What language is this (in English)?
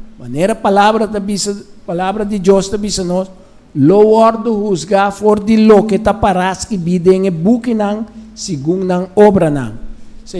Papiamento